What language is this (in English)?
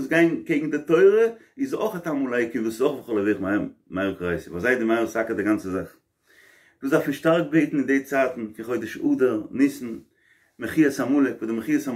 Yiddish